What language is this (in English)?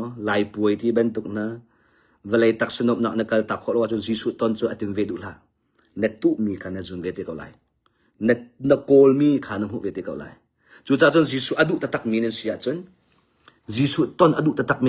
Hakha Chin